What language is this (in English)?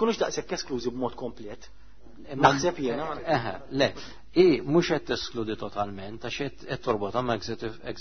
Maltese